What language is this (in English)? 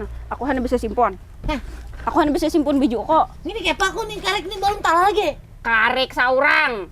Banjar